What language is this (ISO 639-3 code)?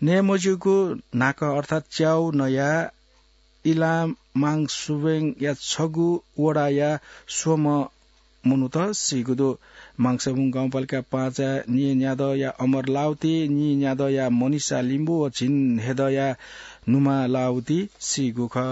new